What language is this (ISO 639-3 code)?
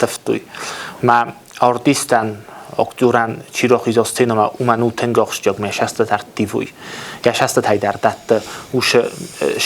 oss